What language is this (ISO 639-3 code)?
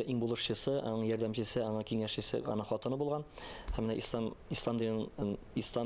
tat